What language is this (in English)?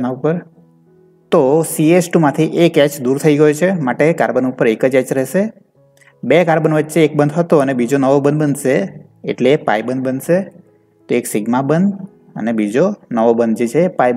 Gujarati